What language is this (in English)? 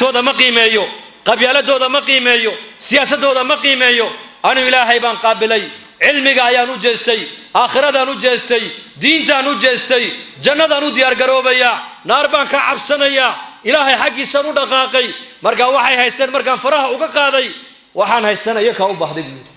Somali